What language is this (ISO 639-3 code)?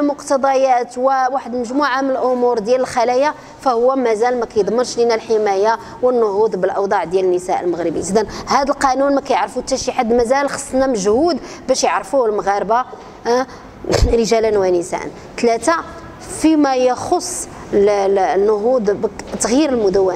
ary